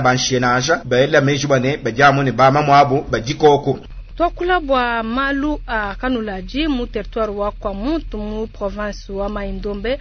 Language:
Luba-Lulua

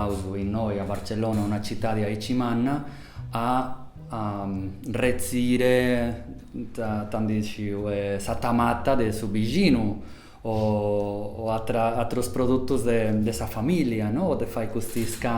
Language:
Sardinian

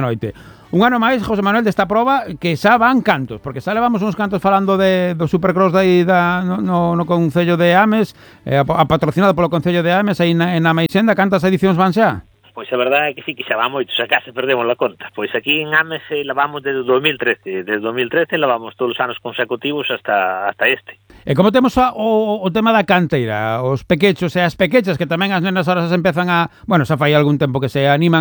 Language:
Galician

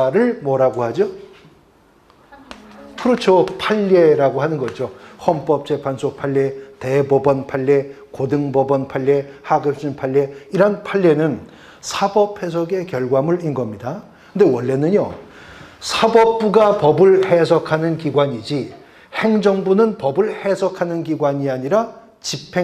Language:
Korean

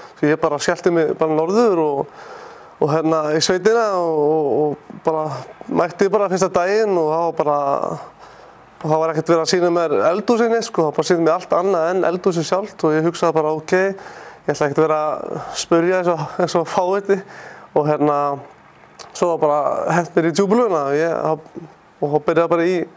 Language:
Icelandic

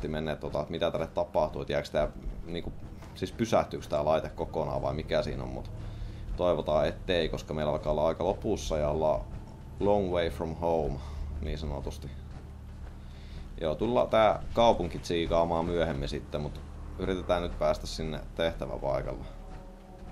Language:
Finnish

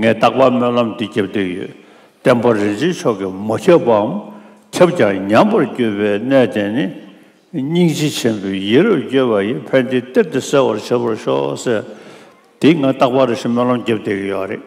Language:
Tibetan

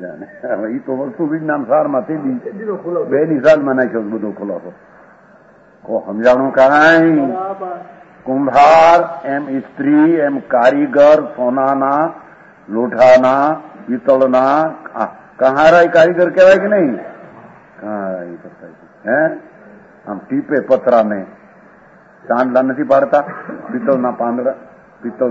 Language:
Gujarati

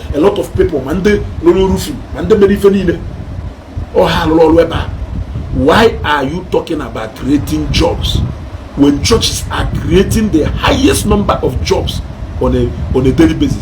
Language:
Igbo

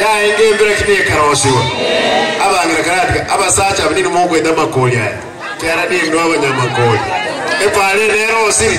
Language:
Gusii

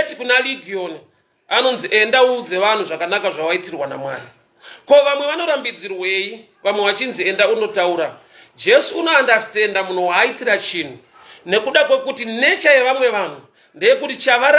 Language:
Shona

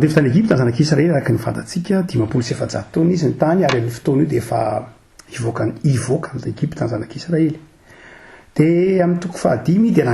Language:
Malagasy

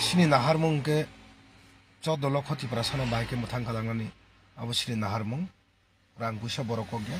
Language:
Kok Borok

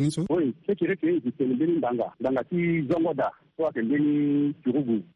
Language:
Sango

